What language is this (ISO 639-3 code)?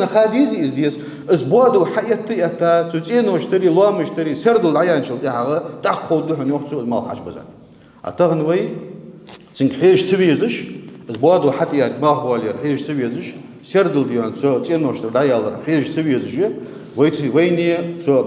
inh